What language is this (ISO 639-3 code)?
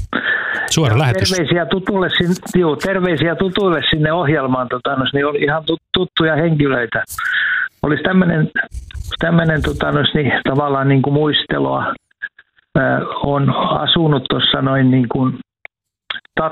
fin